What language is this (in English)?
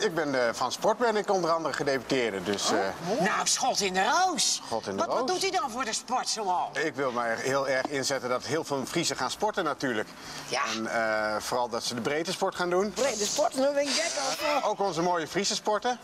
Western Frisian